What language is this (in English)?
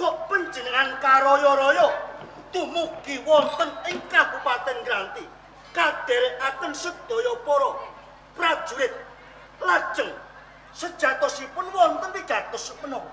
Javanese